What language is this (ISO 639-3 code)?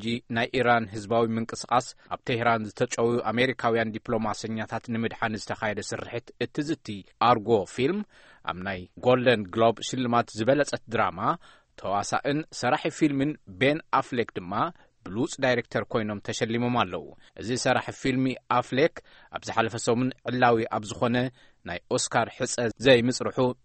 tir